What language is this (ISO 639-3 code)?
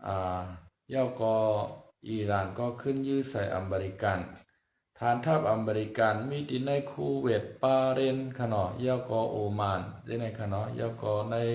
shn